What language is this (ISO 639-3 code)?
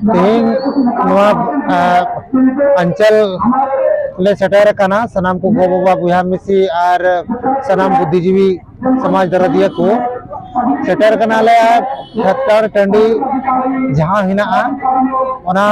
sat